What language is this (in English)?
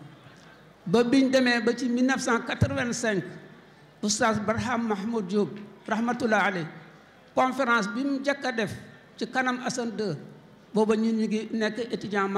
Wolof